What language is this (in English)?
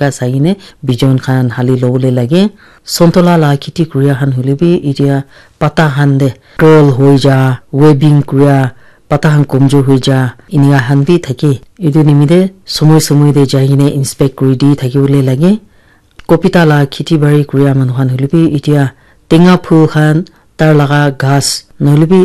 Naga Pidgin